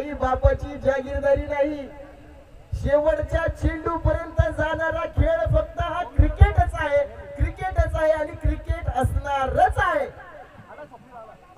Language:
Marathi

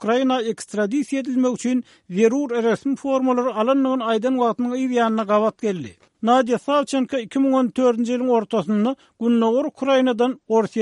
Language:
Turkmen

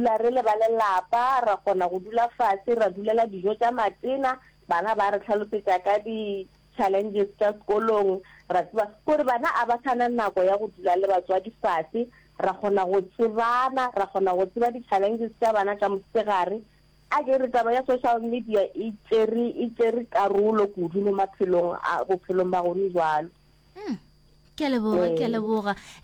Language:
Northern Sotho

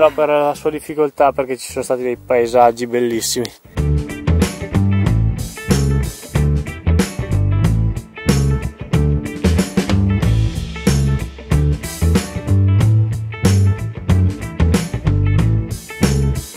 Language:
Italian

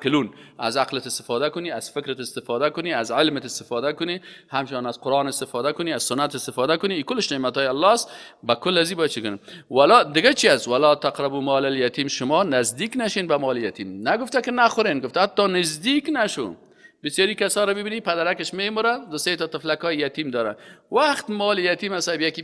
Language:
Persian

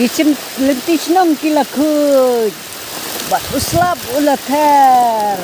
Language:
Khasi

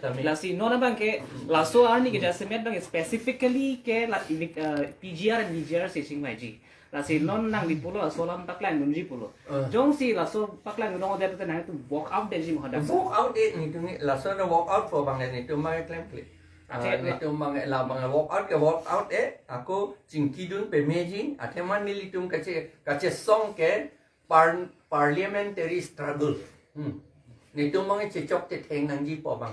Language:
Karbi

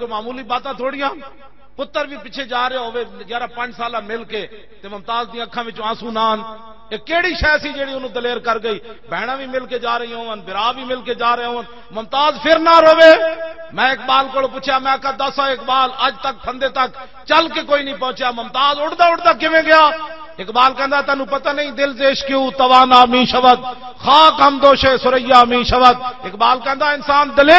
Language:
Western Panjabi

